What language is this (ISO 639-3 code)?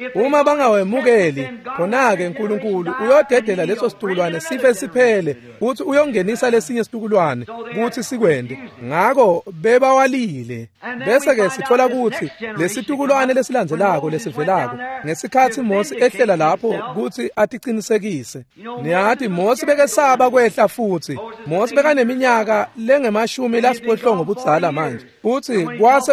ssw